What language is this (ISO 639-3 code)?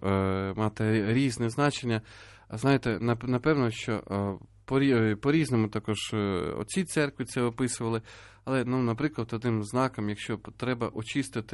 ukr